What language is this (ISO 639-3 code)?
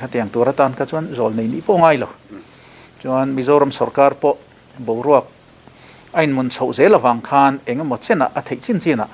lus